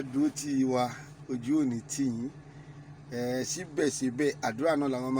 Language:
Yoruba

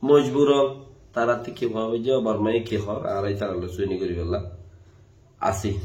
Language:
Rohingya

